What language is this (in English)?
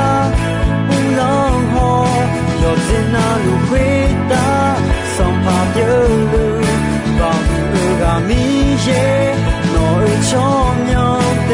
Akha